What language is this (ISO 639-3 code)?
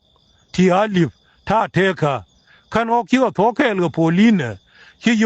nus